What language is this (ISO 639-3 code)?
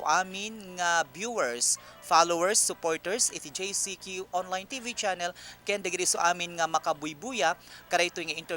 ilo